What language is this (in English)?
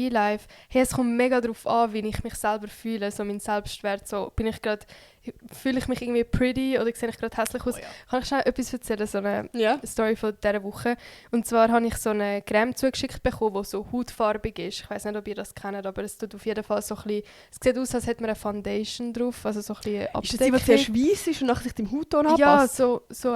Swiss German